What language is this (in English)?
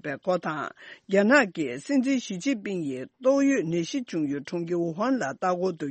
Tibetan